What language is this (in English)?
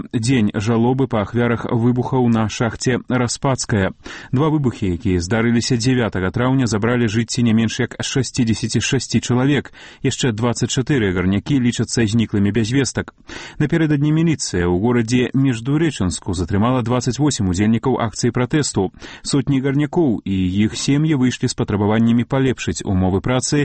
Belarusian